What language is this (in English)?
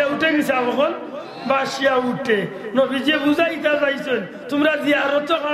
Sylheti